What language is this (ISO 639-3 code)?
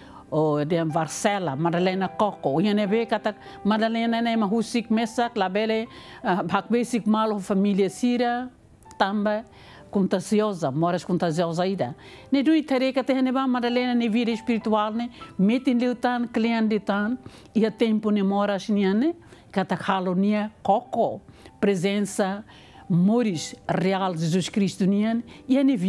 tet